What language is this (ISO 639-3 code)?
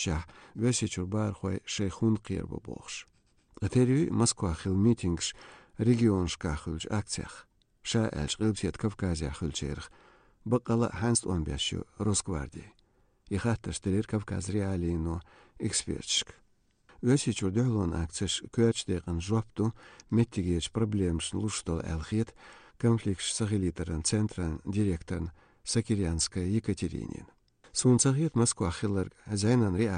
che